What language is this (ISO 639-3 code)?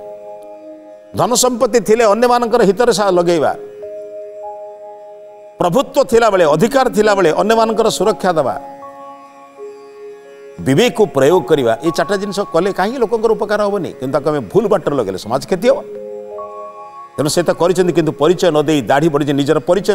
ori